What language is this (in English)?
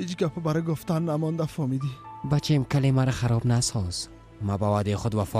Persian